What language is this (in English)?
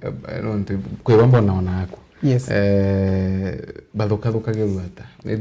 Meru